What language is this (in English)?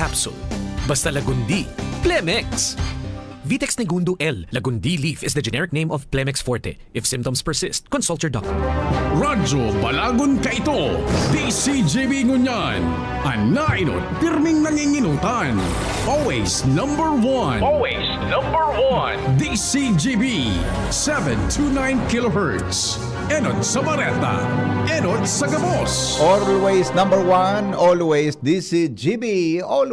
Bikol